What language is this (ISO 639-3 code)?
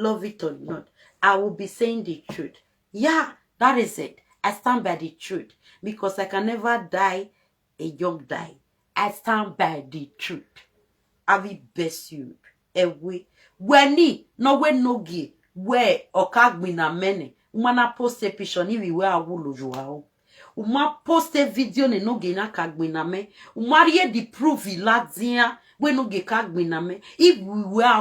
pcm